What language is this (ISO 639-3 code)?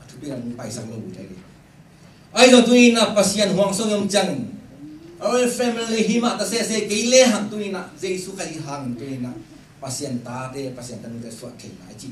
ctd